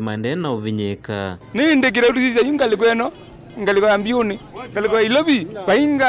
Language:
Kamba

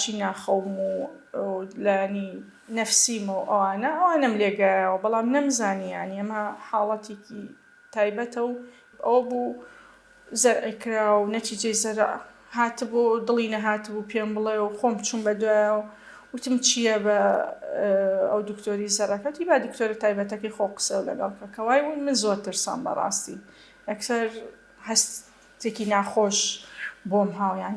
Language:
Central Kurdish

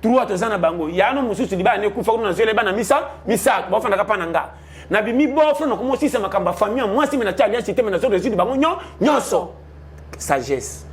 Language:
Lingala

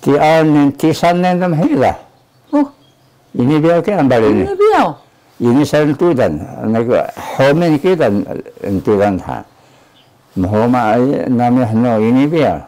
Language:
Taroko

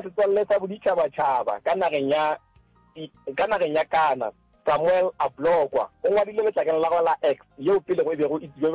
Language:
Northern Sotho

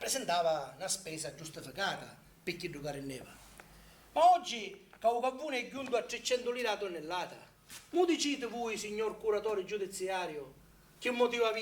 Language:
Sicilian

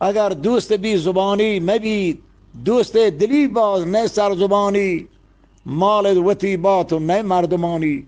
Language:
Eastern Balochi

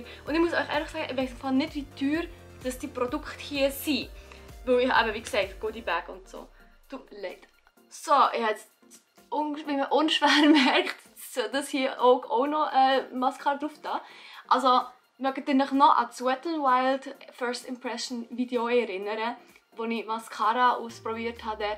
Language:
Swiss German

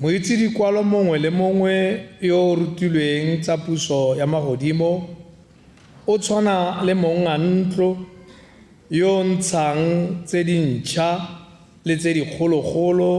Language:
Tswana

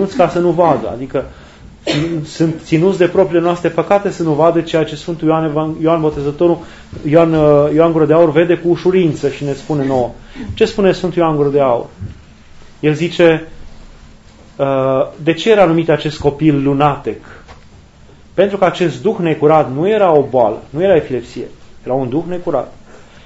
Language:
Romanian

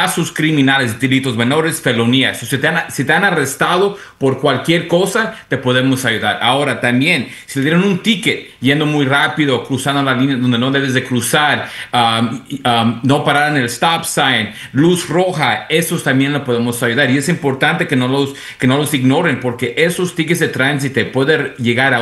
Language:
Spanish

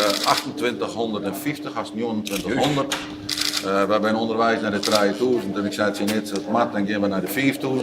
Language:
Western Frisian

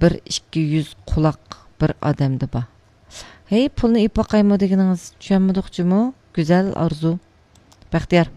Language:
Uyghur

